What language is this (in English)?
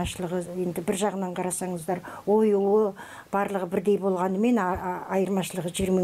Kazakh